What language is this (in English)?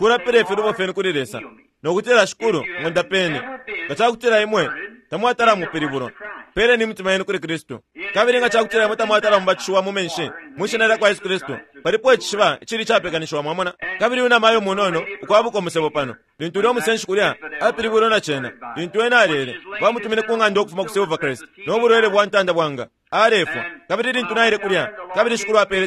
Bemba